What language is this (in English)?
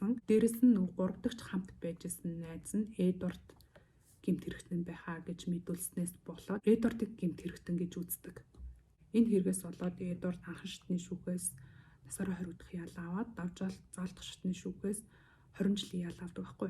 Mongolian